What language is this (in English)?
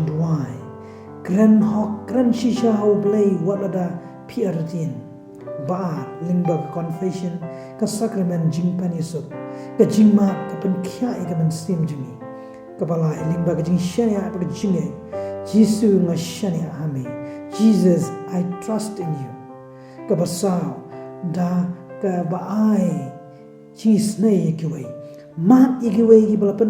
Khasi